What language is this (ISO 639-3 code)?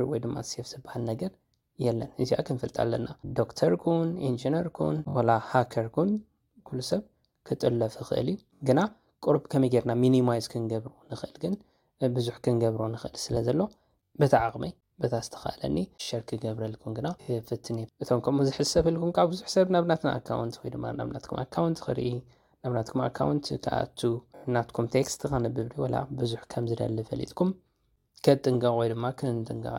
tir